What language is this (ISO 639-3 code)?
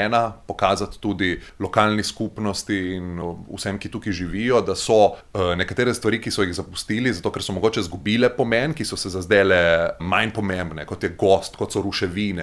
slv